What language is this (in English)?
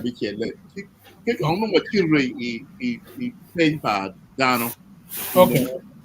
Acoli